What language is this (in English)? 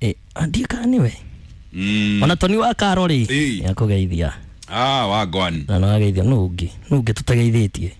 Kikuyu